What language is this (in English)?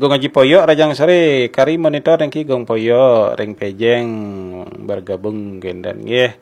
Balinese